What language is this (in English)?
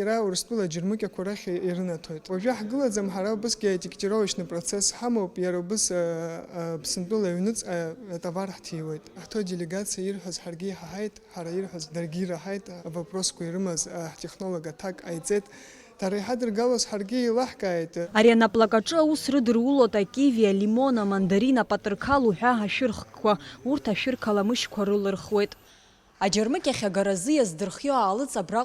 Abkhazian